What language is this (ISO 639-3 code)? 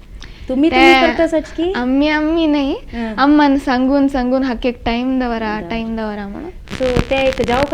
kok